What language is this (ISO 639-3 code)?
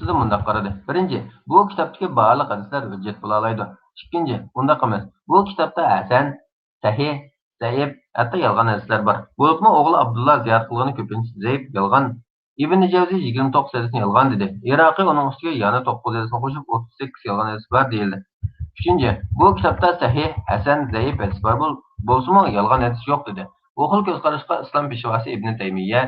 uig